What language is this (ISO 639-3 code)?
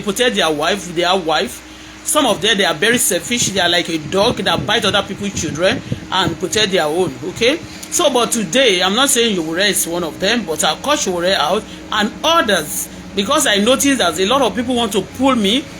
yor